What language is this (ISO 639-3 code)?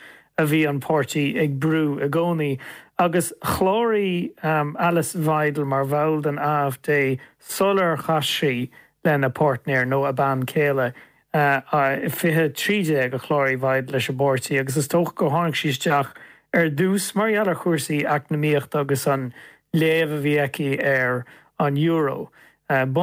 gle